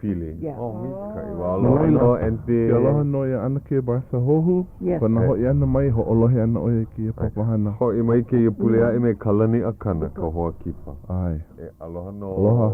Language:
Hawaiian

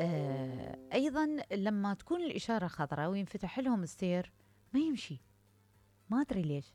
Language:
Mesopotamian Arabic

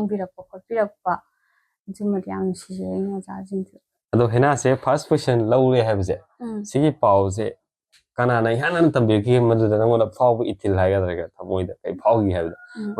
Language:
Manipuri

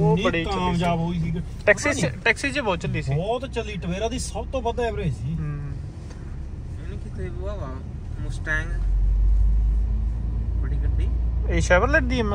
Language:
Punjabi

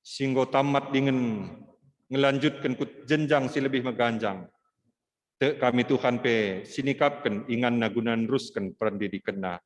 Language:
Batak Karo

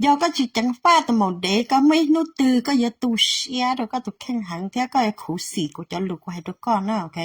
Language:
Hmong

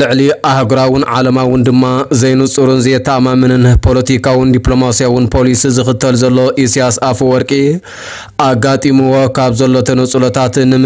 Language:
Tigrinya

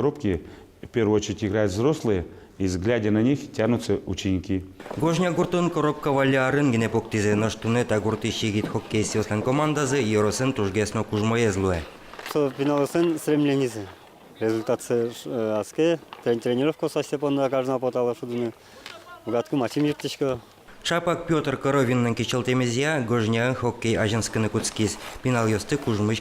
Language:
Udmurt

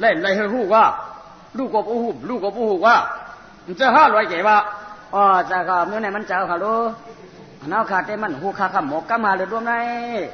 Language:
Shan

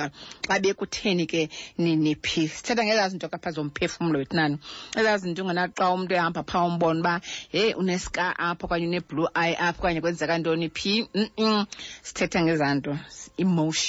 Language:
Xhosa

